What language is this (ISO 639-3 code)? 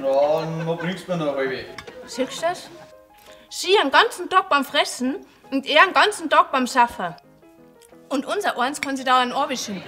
bar